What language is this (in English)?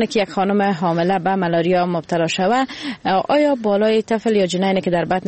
Persian